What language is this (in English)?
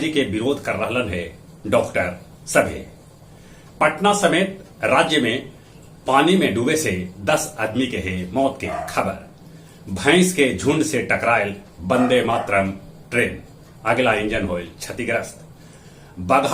Magahi